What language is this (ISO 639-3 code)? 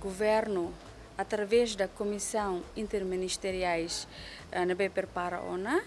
tet